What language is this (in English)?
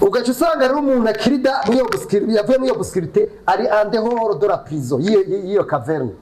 Rundi